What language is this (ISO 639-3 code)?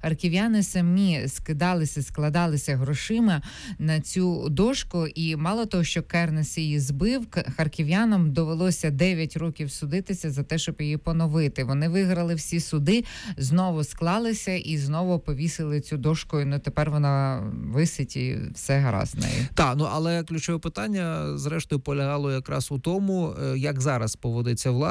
ukr